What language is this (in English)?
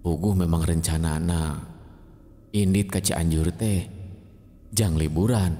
Sundanese